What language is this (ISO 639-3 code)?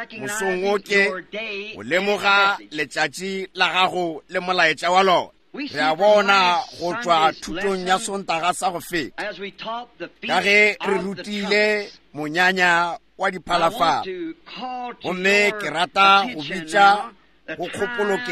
nso